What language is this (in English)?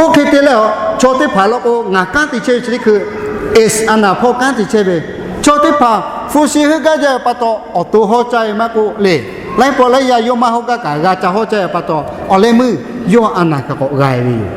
Lahu